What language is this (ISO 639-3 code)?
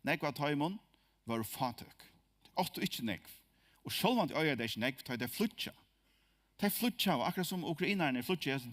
fao